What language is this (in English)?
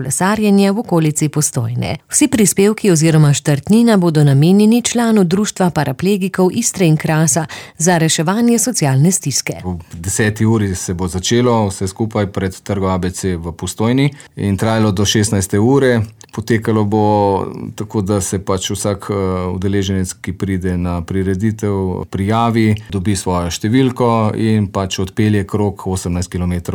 Slovenian